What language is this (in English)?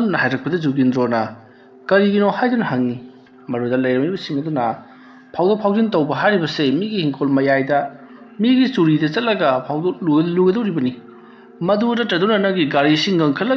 Manipuri